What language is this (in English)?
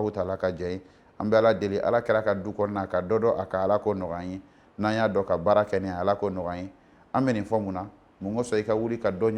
Bambara